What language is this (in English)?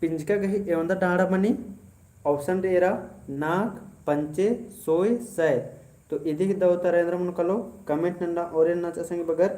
Kurukh